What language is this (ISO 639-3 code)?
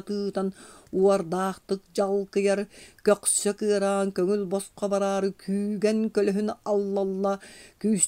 sah